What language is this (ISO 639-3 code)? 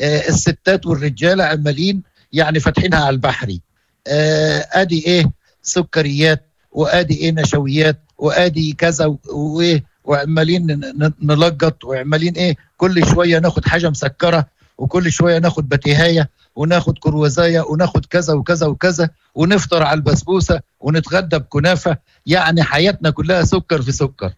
ary